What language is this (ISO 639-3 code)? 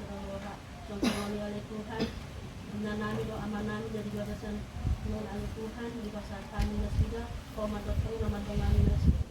bbc